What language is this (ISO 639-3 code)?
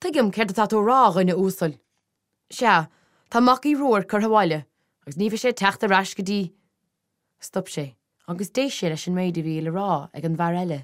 gle